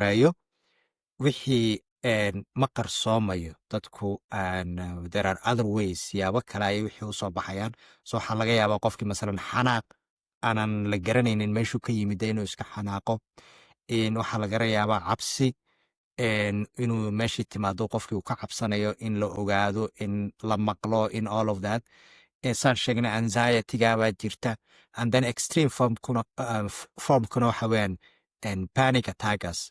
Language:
Somali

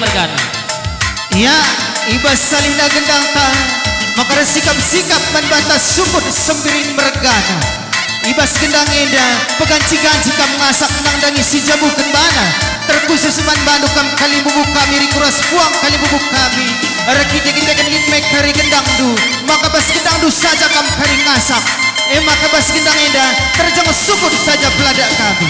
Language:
Batak Karo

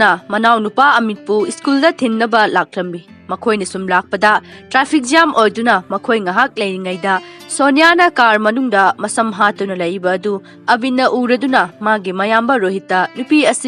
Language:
Manipuri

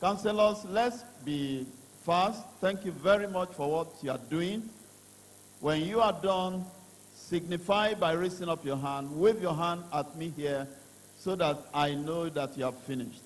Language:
Ewe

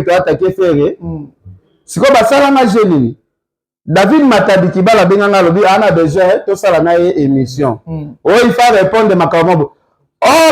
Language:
Lingala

